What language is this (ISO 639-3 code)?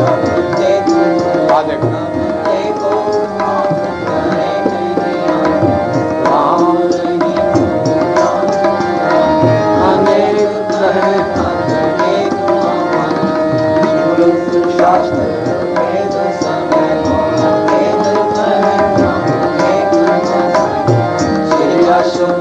pan